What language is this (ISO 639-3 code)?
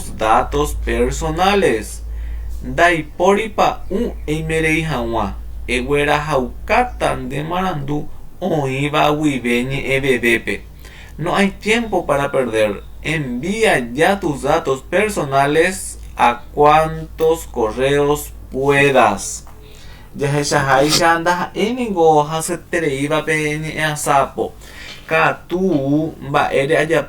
grn